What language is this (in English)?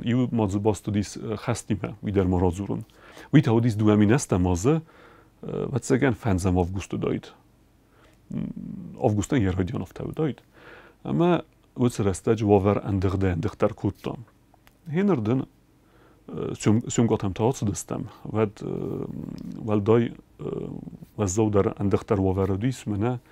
Ossetic